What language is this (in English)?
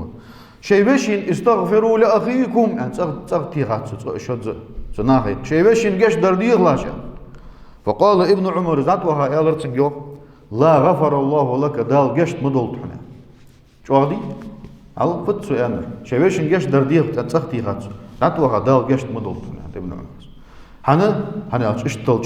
Ingush